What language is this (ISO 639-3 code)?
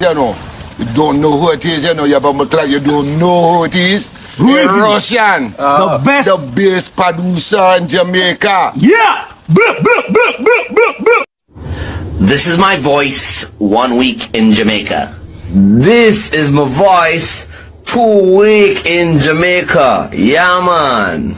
jam